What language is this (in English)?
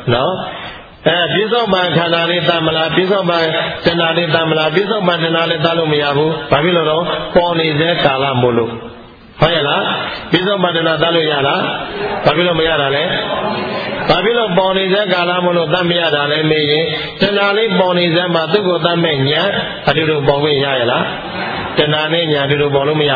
Burmese